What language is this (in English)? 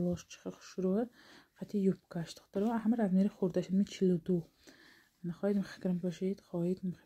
Tajik